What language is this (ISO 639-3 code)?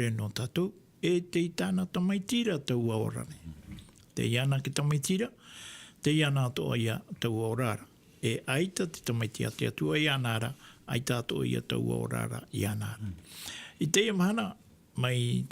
tah